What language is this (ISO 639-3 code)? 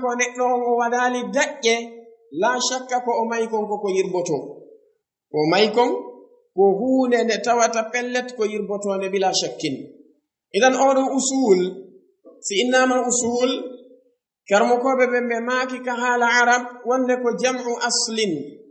ful